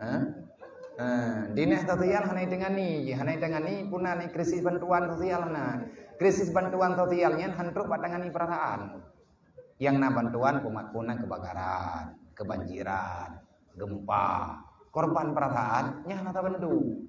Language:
Achinese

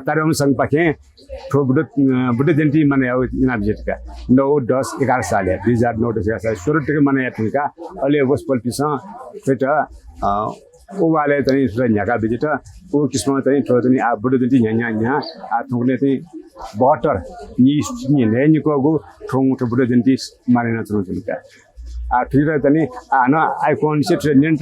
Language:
Newari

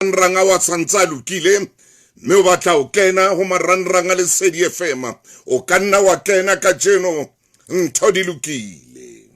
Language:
Southern Sotho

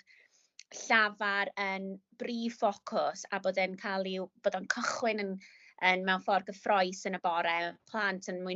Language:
Welsh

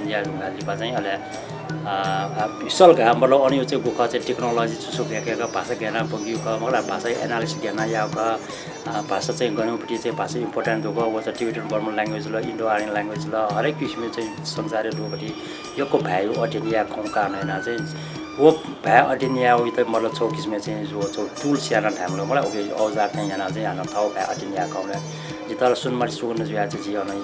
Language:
Newari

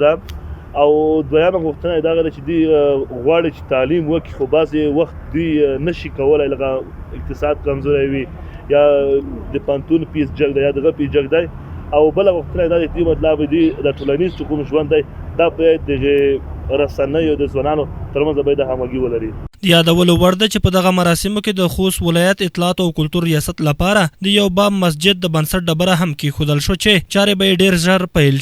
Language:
Pashto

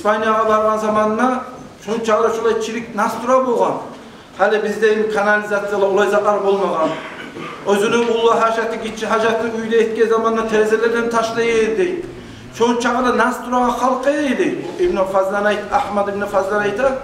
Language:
Kumyk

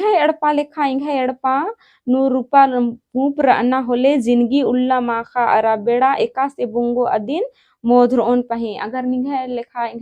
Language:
Kurukh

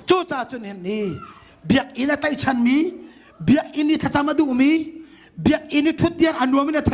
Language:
Hakha Chin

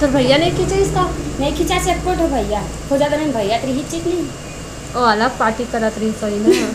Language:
Chhattisgarhi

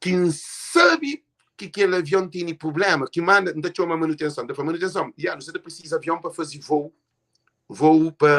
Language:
Kabuverdianu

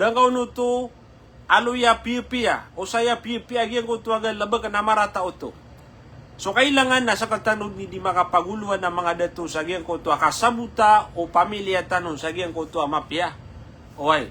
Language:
Maranao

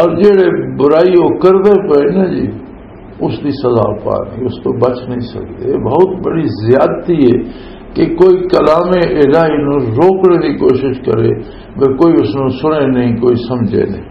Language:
Western Panjabi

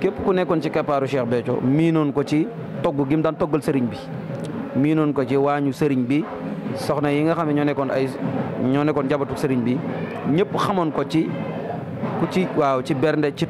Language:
Wolof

